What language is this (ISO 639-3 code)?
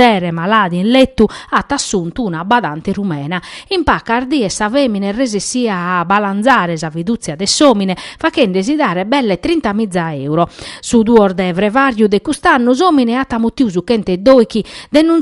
srd